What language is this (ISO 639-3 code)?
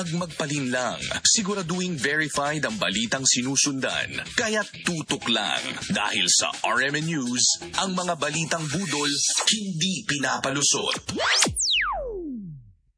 fil